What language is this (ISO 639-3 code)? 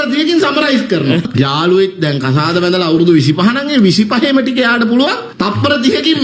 sin